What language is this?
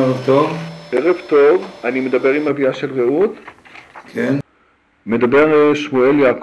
Hebrew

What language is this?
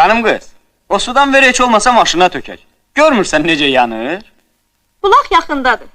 Azerbaijani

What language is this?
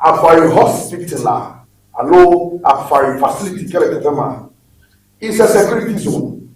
Ewe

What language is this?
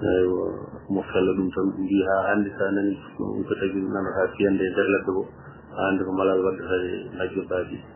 Fula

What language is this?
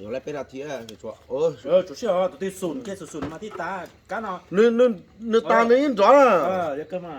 Hmong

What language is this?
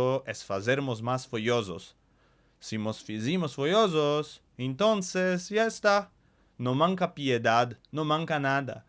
Ladino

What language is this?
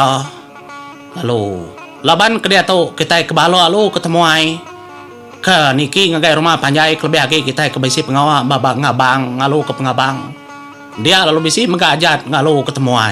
Iban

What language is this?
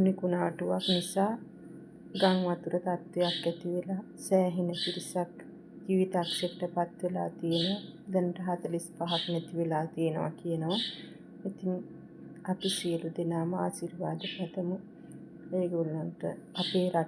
Sinhala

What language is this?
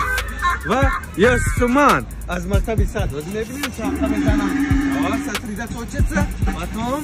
Tajik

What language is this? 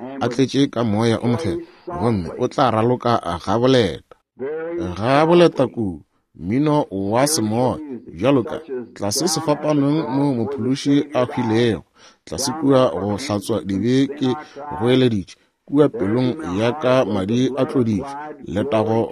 Northern Sotho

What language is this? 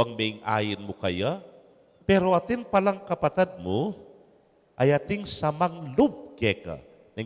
Pampanga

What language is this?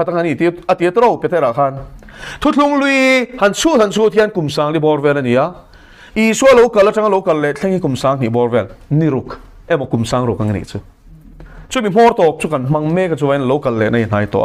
Mizo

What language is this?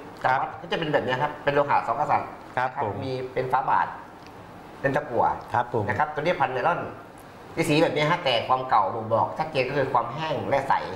Thai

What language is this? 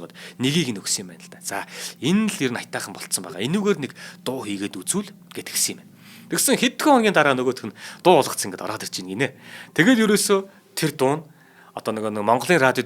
Mongolian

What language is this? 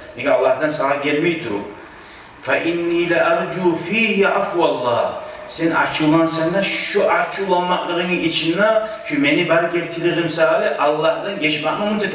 Kumyk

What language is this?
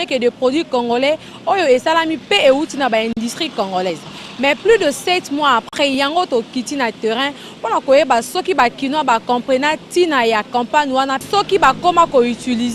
Lingala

